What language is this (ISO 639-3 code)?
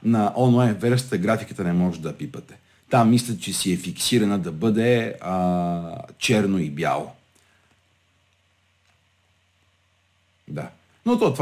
bul